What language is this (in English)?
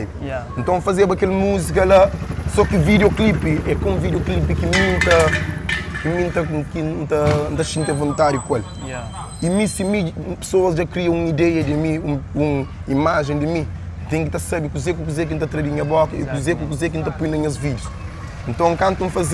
Kabuverdianu